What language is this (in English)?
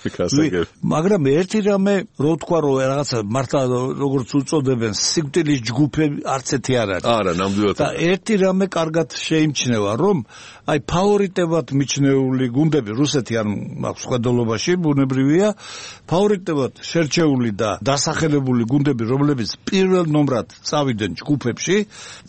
Georgian